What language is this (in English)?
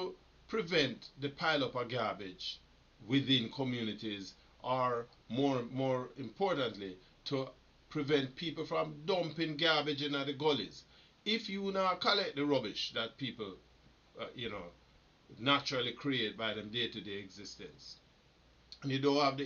Jamaican Creole English